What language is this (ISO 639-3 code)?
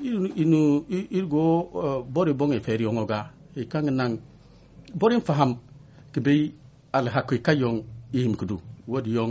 dje